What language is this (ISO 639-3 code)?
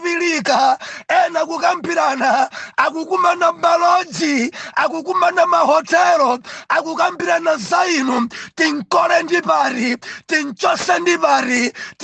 nya